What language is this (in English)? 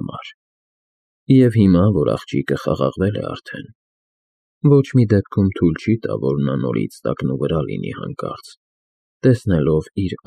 Armenian